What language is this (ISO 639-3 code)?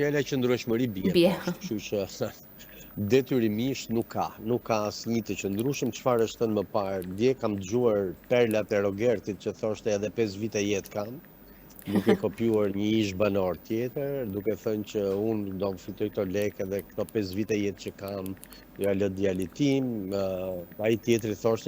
sqi